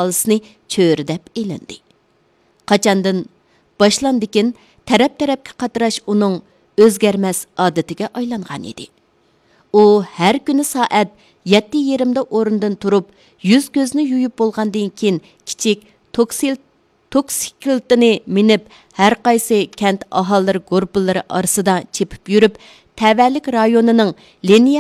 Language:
Uyghur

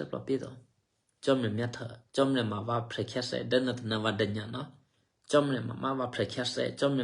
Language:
Eastern Kayah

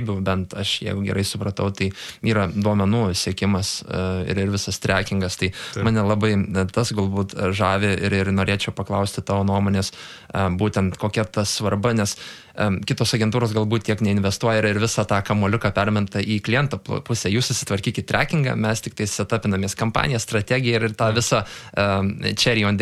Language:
Lithuanian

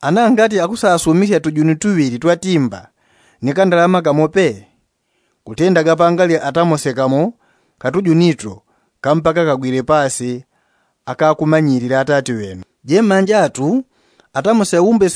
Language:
Yao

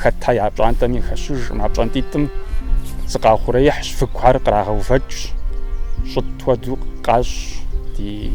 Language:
Kabardian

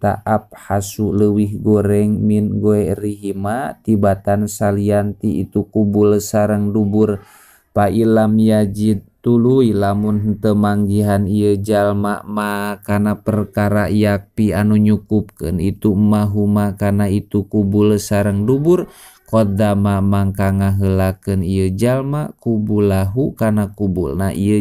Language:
Sundanese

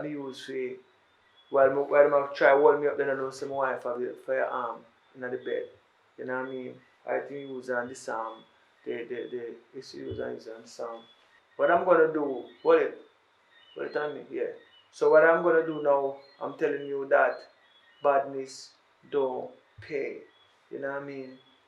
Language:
Jamaican Creole English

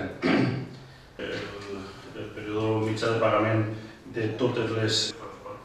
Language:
Catalan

